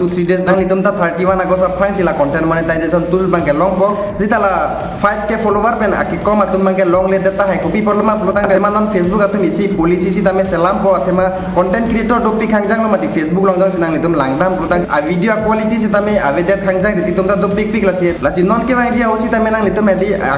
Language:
Karbi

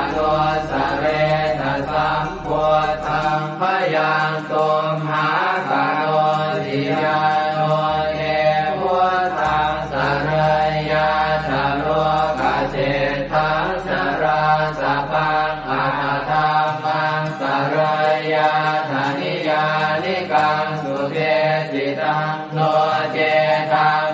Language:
Pali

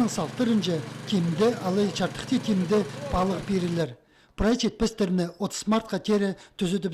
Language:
Khakas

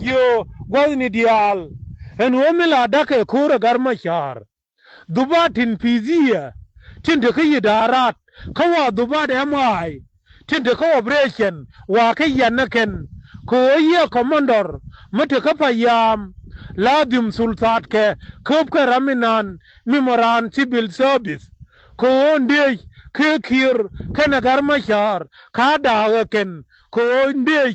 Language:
Nuer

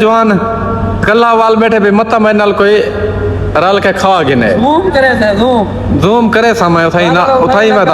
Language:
Saraiki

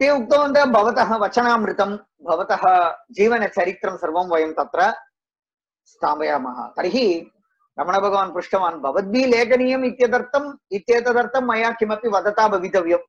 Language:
Sanskrit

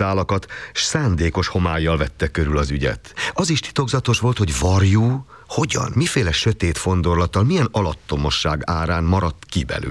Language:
Hungarian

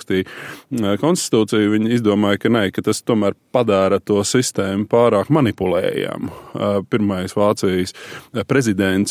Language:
Latvian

